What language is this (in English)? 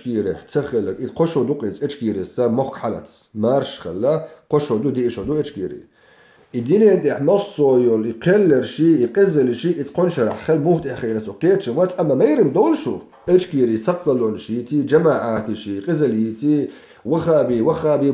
Chechen